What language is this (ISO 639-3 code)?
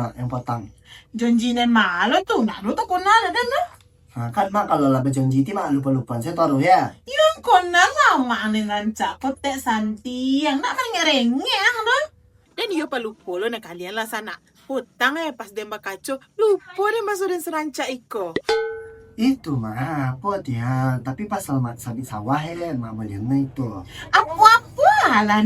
min